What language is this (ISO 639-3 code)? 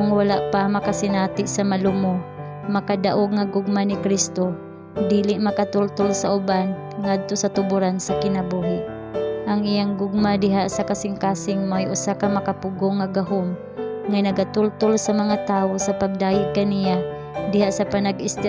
ceb